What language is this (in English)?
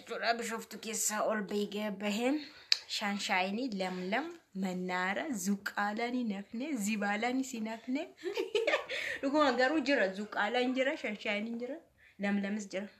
Oromo